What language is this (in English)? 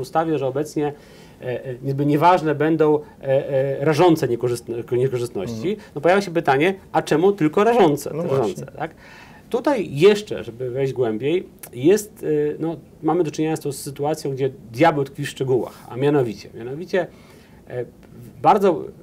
Polish